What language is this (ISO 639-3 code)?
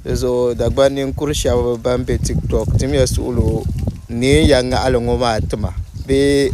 dag